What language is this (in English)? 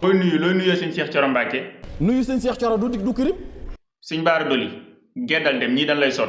Wolof